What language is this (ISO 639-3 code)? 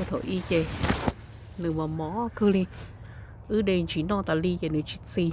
hmn